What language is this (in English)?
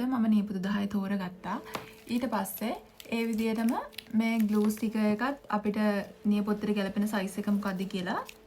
Sinhala